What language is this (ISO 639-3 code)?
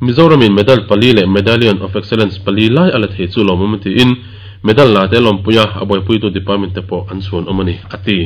lus